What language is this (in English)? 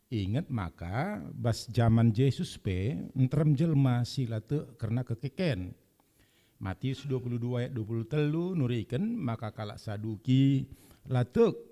Batak Karo